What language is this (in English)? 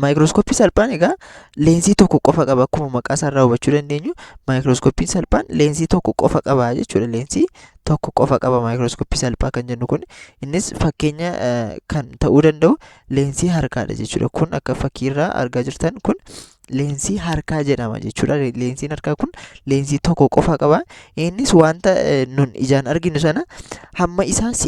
Oromo